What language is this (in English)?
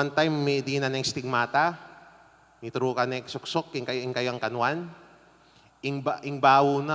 Pampanga